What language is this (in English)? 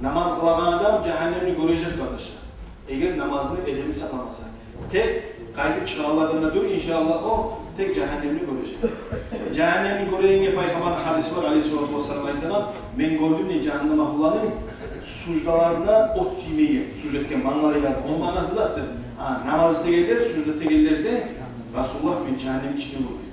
Kumyk